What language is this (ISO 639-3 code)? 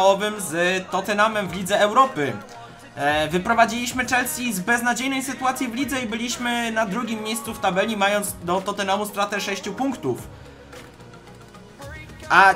pol